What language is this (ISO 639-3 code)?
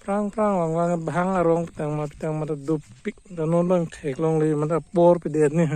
mjw